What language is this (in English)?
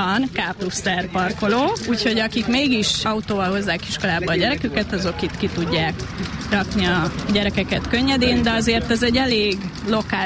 Hungarian